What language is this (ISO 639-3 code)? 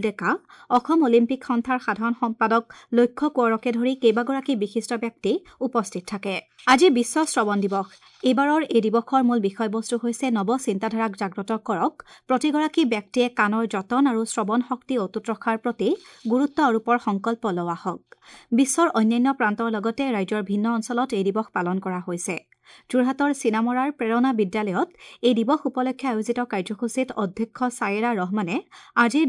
asm